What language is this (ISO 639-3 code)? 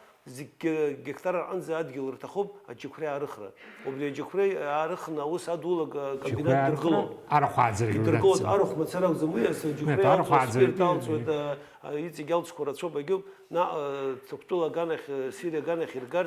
abk